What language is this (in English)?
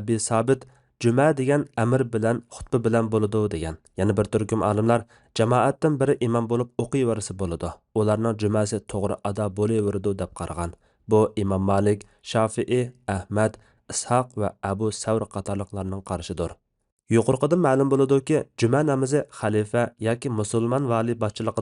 Uyghur